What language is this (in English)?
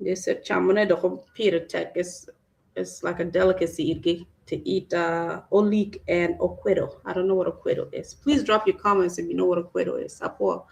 Acoli